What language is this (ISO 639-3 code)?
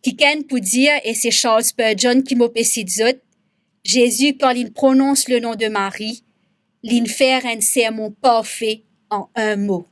mfe